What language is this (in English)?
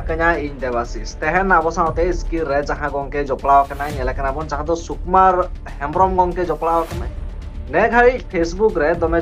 Santali